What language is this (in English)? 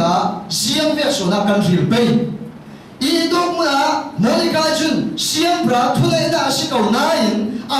Falam Chin